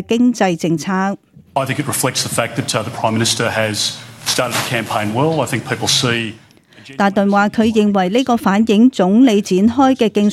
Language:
Cantonese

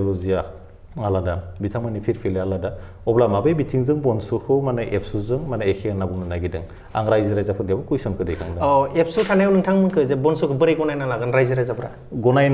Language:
Bodo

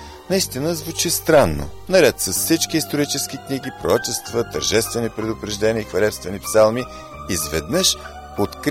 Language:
Bulgarian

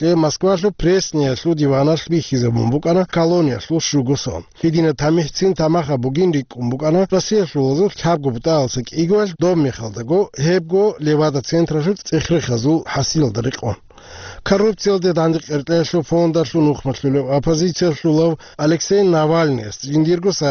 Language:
Avaric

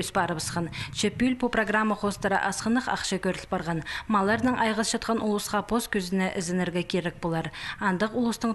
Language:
Khakas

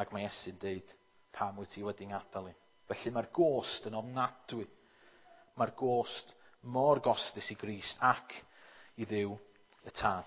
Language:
Welsh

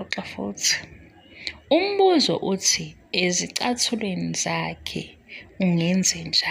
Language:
Zulu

